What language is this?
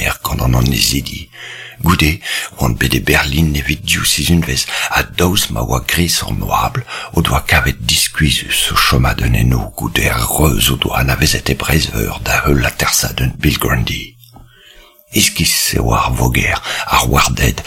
Breton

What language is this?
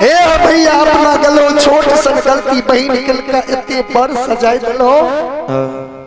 Maithili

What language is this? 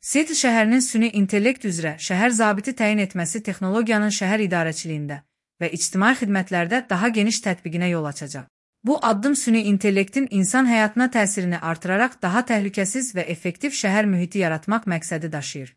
Azerbaijani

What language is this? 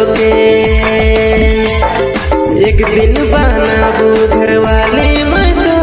Sadri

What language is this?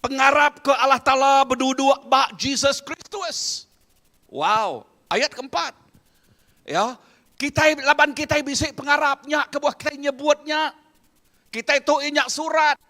Iban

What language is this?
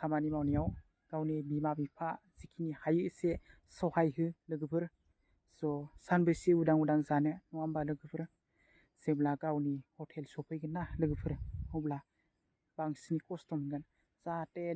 Bodo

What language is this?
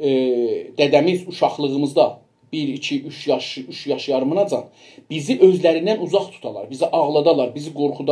South Azerbaijani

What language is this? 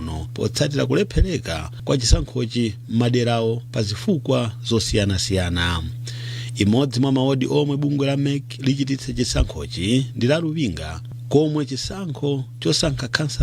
Nyanja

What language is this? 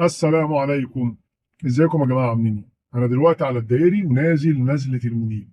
Egyptian Arabic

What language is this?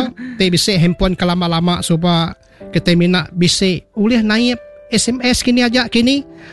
Iban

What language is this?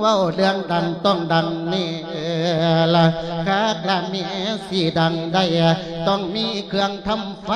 Lao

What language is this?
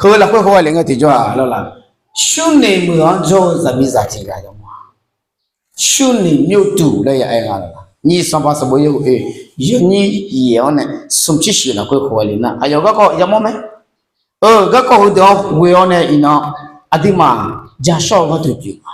Akha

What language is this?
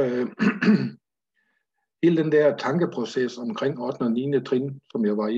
Danish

